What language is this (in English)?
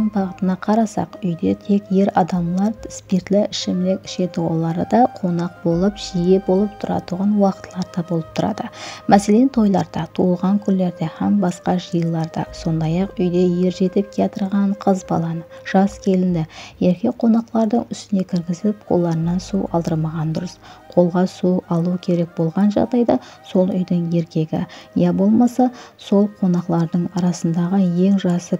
Kara-Kalpak